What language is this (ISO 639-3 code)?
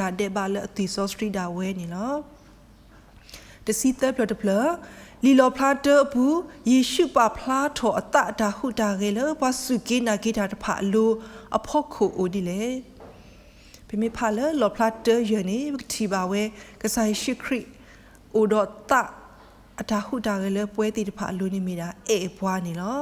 ksw